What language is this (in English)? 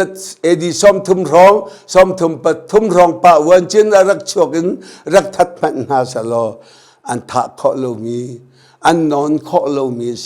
Hakha Chin